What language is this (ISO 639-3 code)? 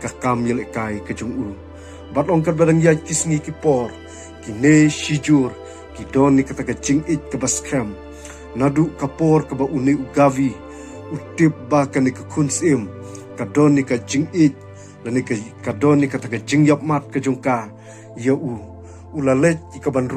kha